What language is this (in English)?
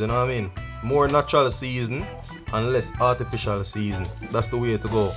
Jamaican Creole English